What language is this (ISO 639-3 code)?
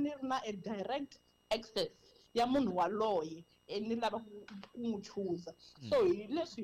tso